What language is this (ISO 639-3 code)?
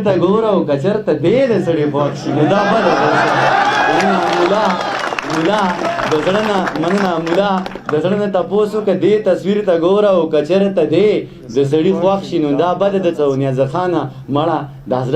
pus